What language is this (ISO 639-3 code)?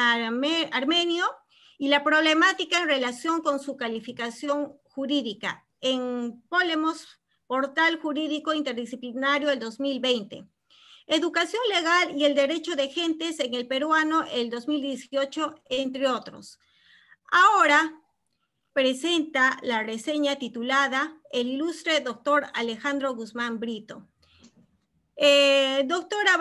spa